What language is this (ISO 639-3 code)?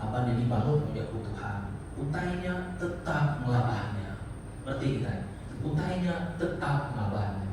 iba